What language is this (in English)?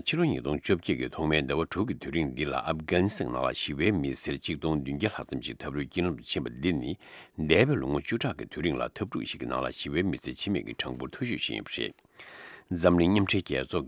Tibetan